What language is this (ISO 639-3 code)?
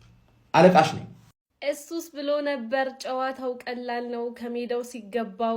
amh